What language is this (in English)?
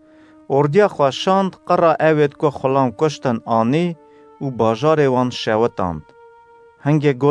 Kurdish